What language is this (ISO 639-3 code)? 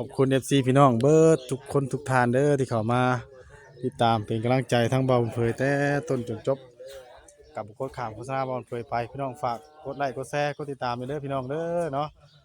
tts